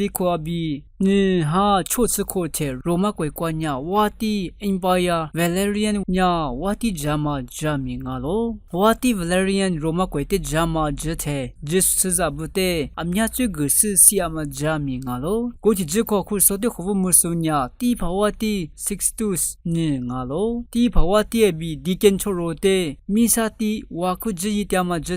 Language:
Lisu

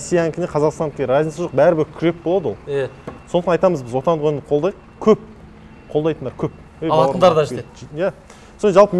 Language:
Kazakh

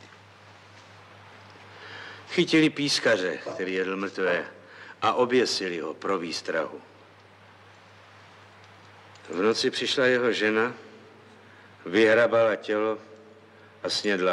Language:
Czech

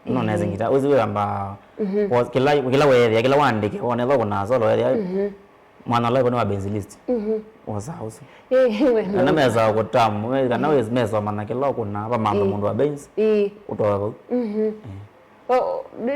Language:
Kamba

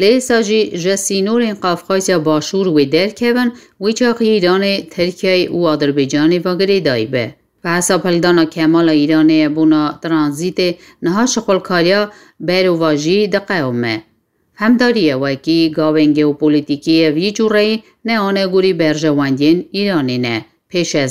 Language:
Kurdish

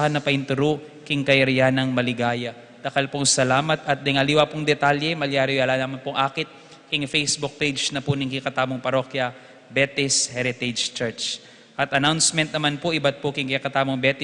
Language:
Pampanga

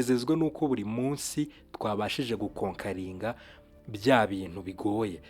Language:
Kinyarwanda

